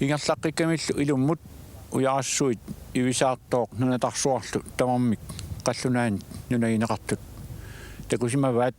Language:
Kalaallisut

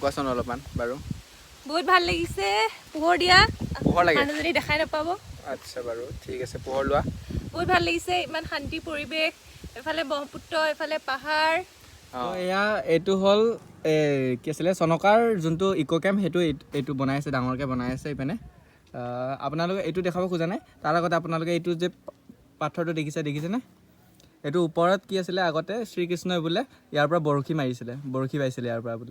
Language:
Assamese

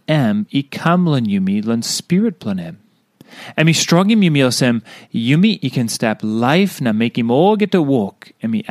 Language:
Tok Pisin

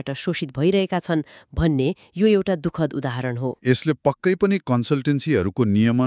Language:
Nepali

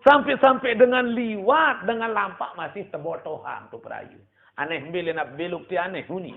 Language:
Sasak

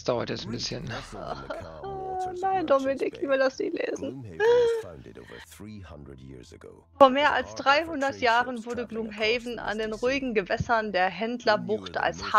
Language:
German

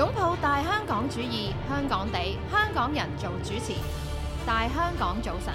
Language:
Cantonese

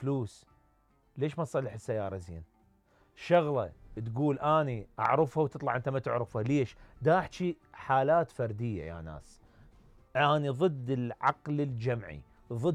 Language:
Mesopotamian Arabic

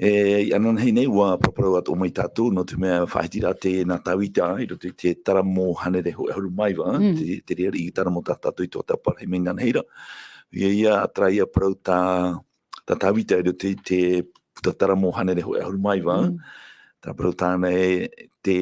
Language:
Tahitian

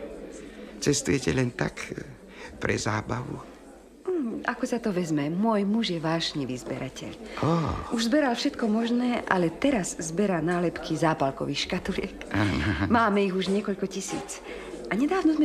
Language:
Slovak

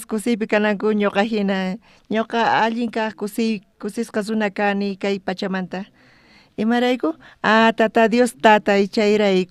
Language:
South Bolivian Quechua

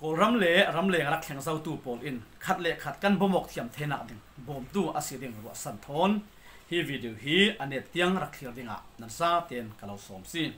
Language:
Falam Chin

